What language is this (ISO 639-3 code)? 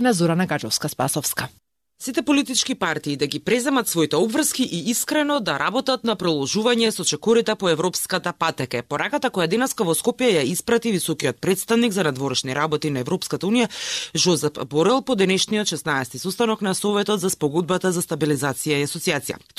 mkd